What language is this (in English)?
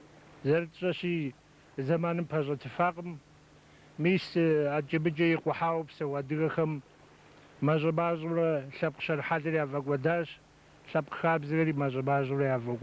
Kabardian